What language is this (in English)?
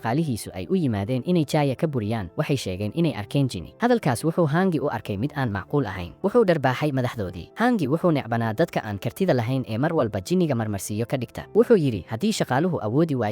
Somali